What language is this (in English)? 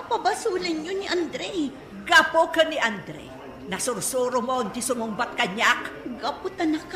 Iloko